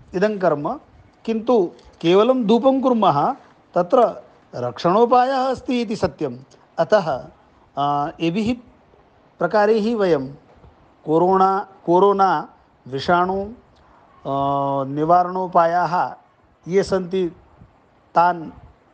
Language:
Sanskrit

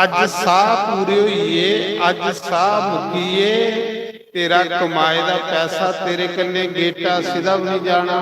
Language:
Dogri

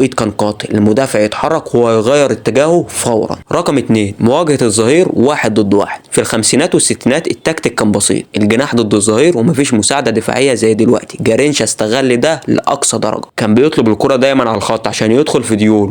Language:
Egyptian Arabic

